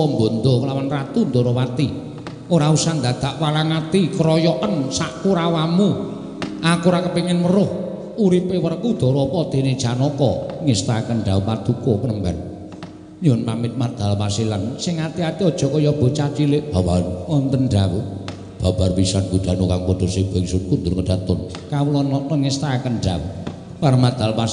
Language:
Javanese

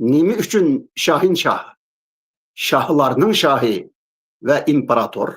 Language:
Uyghur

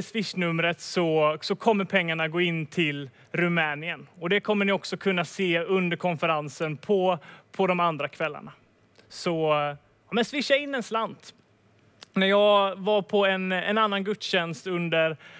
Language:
Swedish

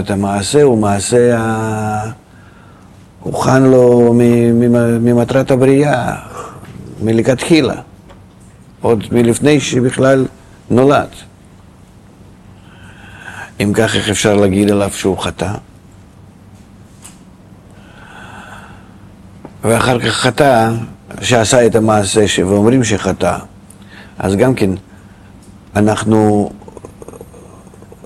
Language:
Hebrew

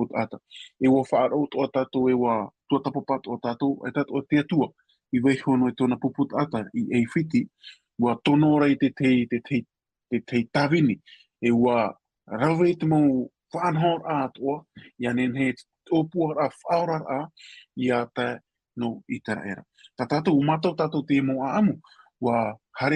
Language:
Tahitian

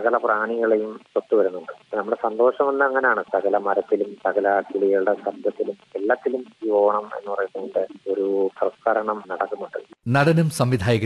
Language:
Malayalam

